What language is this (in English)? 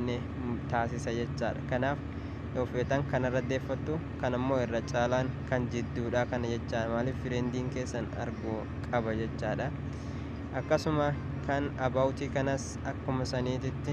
Oromo